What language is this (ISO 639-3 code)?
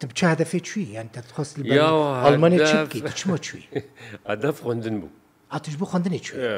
kur